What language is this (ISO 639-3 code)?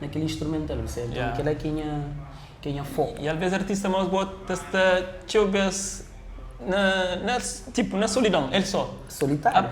kea